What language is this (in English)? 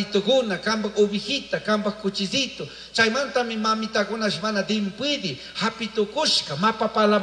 Chimborazo Highland Quichua